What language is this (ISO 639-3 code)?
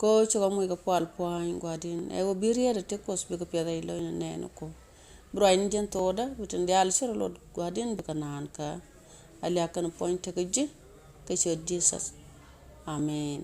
nus